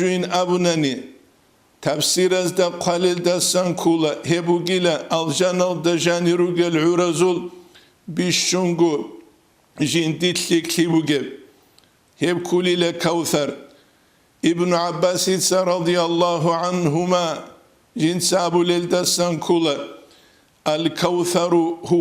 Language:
Avaric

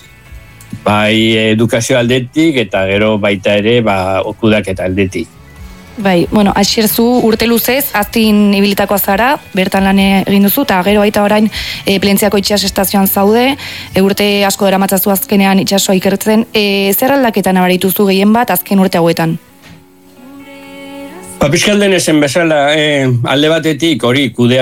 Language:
Basque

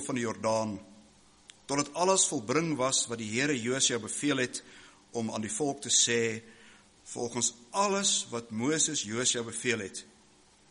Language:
Afrikaans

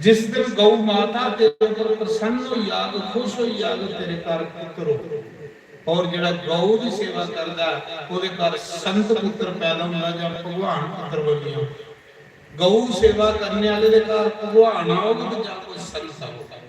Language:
Dogri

